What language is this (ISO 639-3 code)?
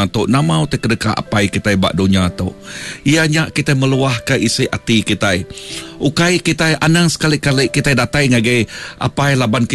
iba